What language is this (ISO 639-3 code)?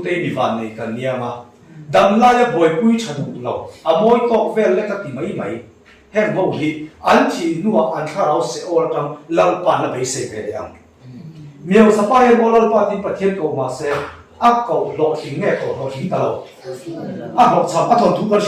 lus